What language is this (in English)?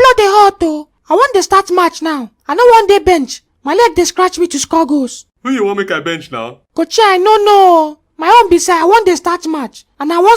Nigerian Pidgin